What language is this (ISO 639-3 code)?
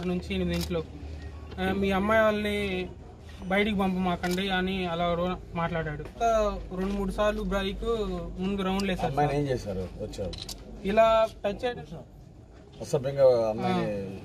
tel